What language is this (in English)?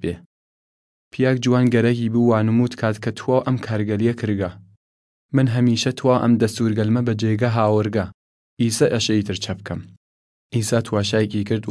Southern Kurdish